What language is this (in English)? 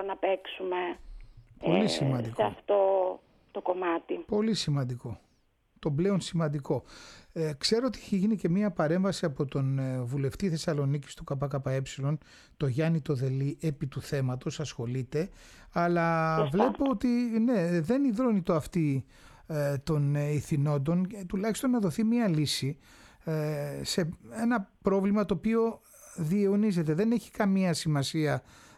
Greek